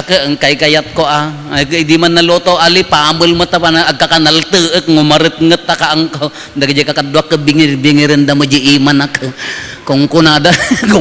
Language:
Iloko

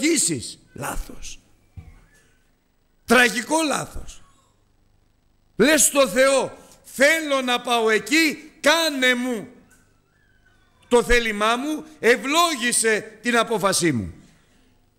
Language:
Greek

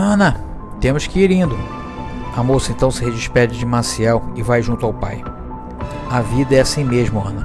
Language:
Portuguese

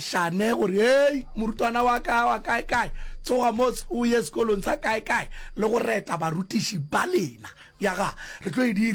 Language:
Northern Sotho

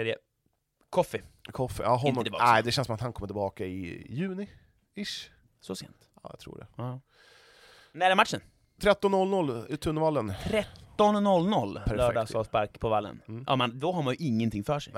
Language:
Swedish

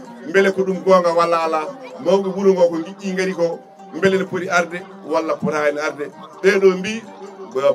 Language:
Fula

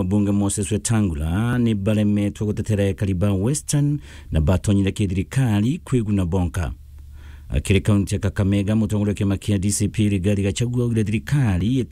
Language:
Meru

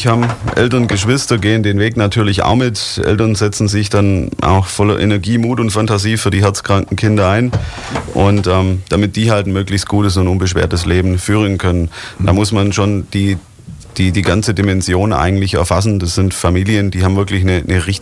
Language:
German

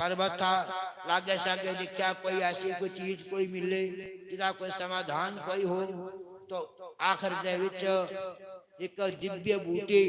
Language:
Dogri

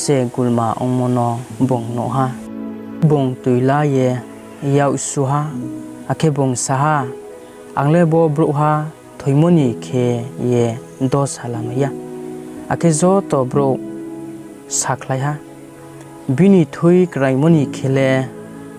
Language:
Riang (India)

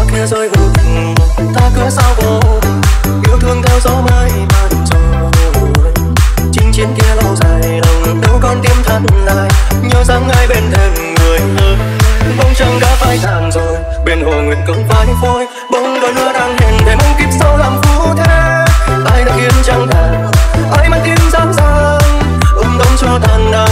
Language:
Vietnamese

